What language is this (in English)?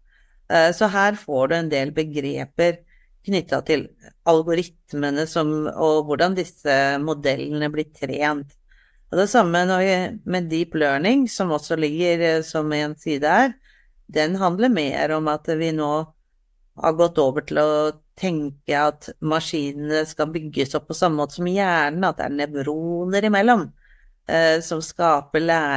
Norwegian